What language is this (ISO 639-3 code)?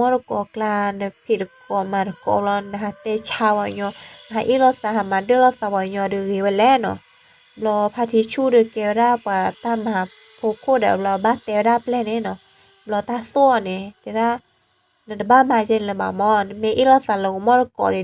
ksw